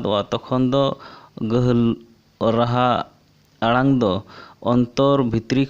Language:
Santali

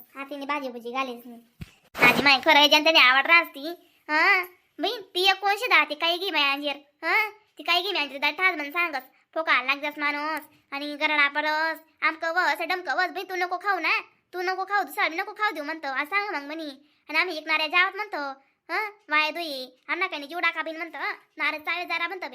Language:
Khandesi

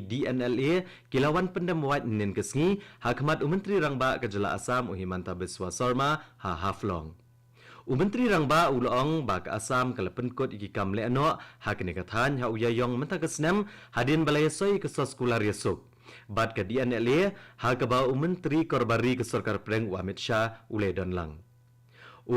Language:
Khasi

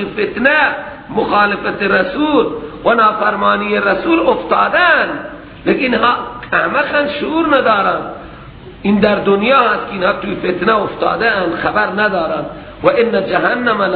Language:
Persian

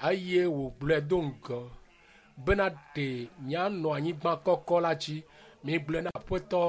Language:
Ewe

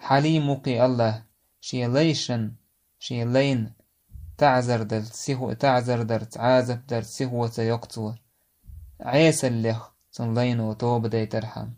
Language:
Chechen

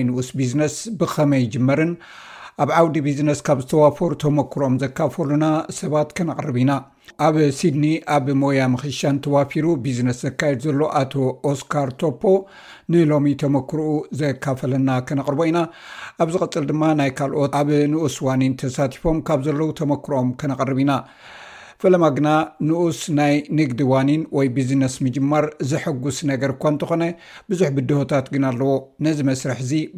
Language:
Tigrinya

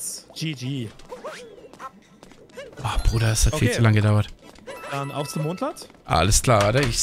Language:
German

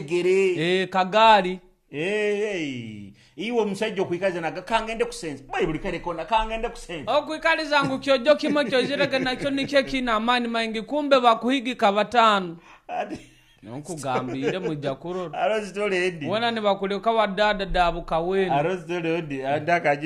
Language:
Nyoro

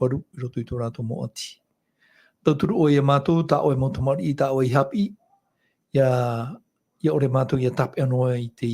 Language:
Tahitian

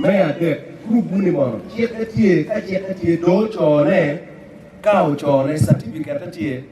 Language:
Acoli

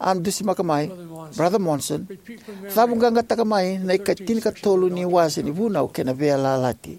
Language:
Fijian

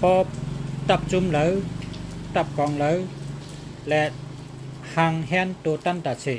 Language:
Shan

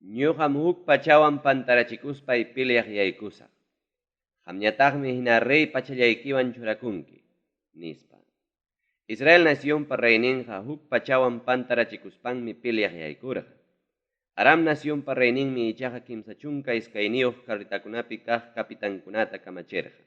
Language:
Ayacucho Quechua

